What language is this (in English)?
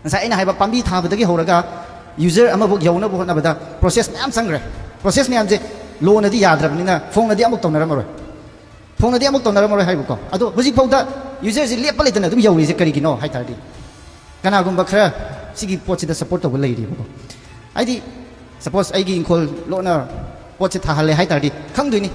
Manipuri